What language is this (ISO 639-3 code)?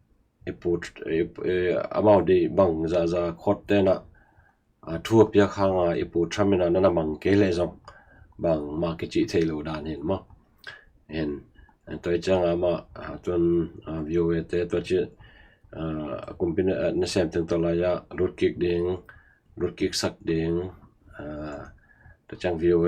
ctd